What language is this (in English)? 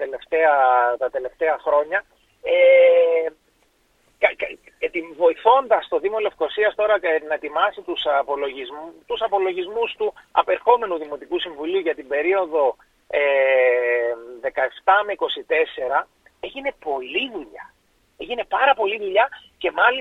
Greek